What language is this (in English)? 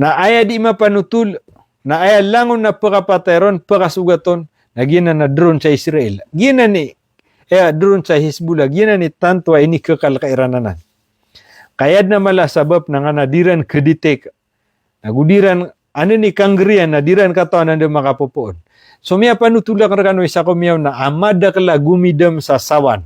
Maranao